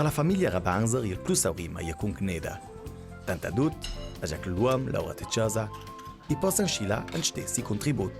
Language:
Ladin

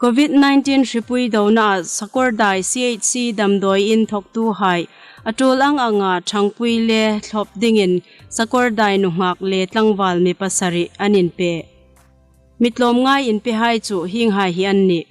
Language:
Hmar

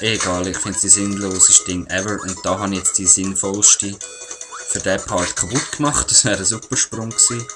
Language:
Swiss German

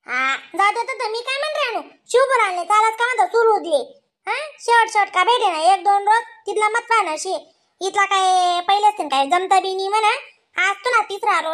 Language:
Khandesi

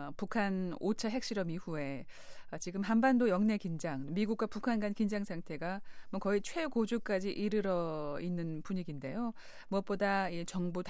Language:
Korean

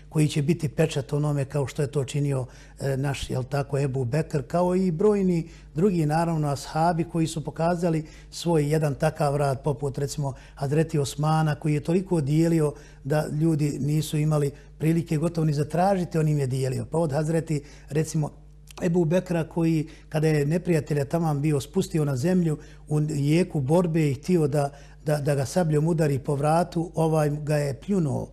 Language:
Bosnian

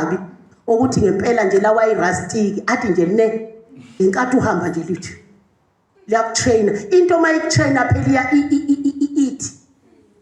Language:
Zulu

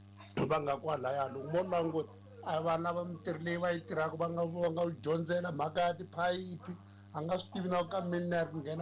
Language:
Tsonga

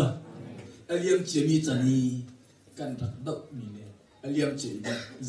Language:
Hakha Chin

